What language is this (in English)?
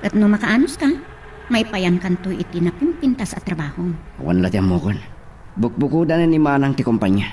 Iloko